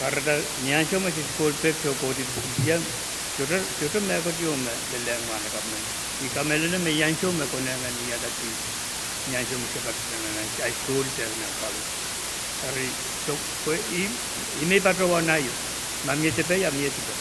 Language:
Pohnpeian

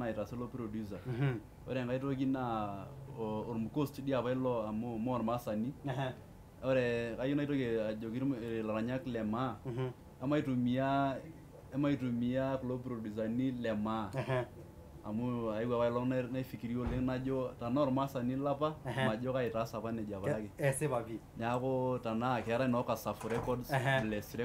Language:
Masai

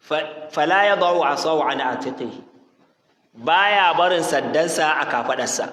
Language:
Hausa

